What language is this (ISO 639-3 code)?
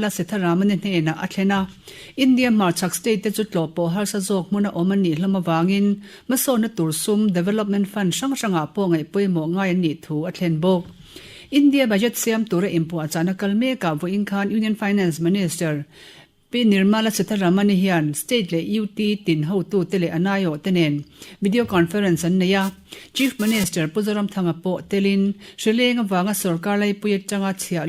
lus